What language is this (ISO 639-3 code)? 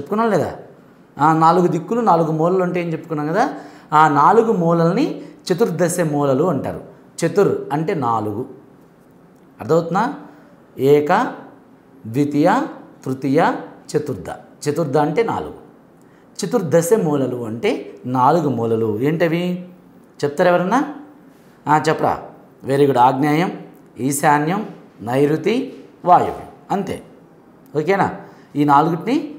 tel